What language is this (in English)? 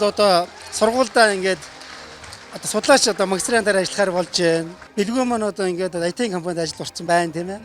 Mongolian